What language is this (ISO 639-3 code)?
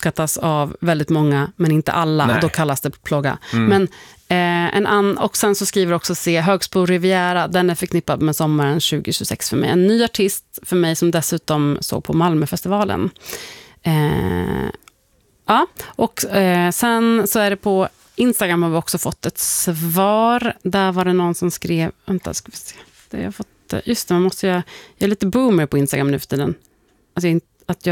swe